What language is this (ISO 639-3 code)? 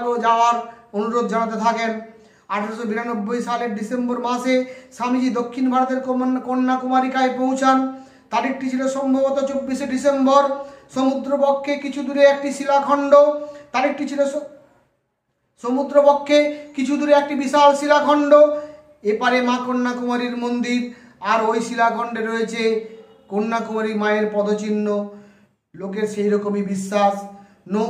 ben